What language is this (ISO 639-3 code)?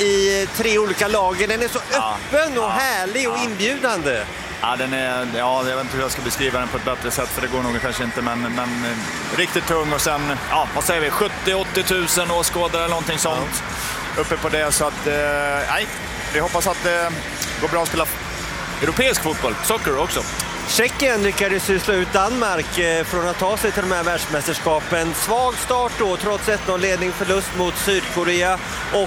swe